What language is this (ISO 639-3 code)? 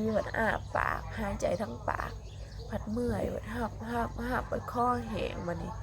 tts